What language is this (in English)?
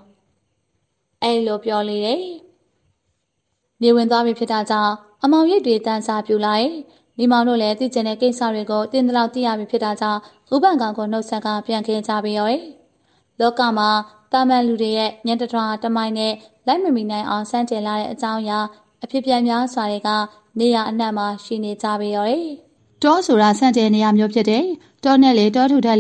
Burmese